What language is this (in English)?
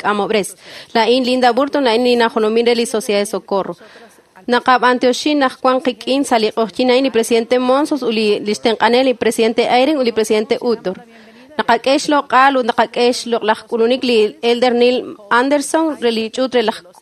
Kekchí